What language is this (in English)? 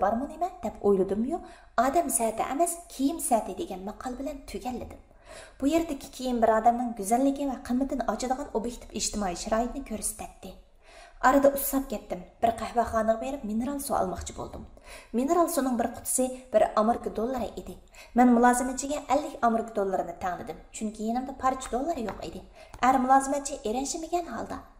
Uyghur